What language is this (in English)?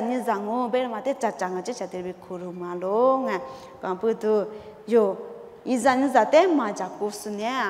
Lisu